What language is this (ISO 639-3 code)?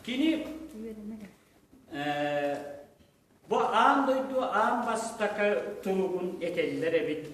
sah